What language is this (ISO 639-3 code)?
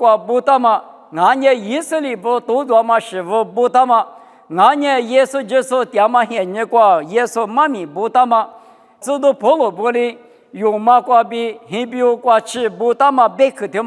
lis